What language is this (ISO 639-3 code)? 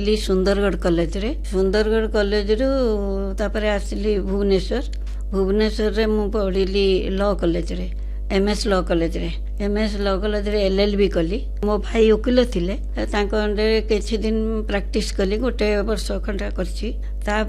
ori